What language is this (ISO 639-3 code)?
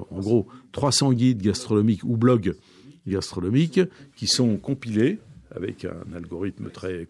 fra